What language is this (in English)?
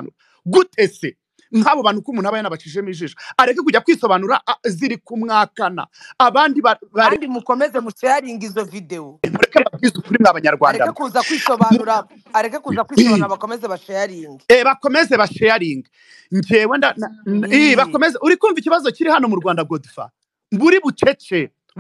Kinyarwanda